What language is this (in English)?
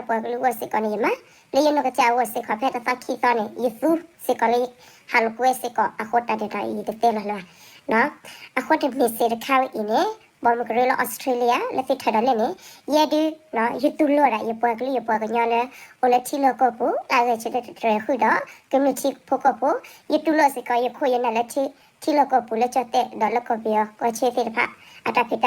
S'gaw Karen